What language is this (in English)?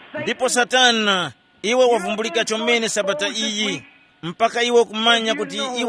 Tumbuka